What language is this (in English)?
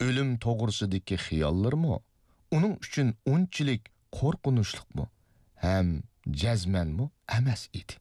Uyghur